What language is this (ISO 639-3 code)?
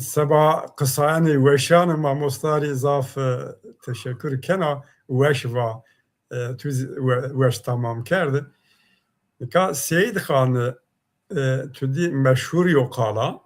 zza